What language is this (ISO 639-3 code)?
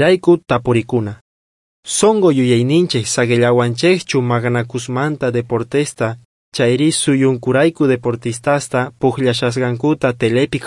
quh